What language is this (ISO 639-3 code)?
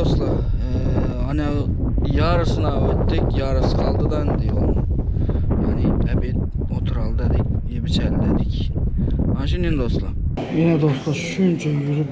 tuk